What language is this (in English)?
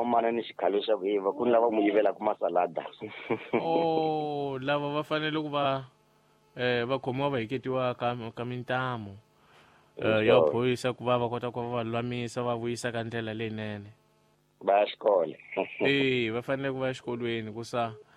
Tsonga